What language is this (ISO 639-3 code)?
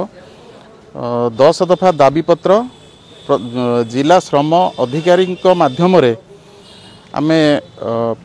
ori